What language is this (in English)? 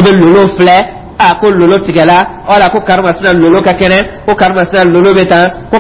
Dyula